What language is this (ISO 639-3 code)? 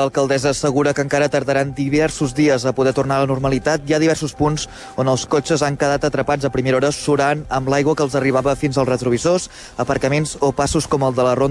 cat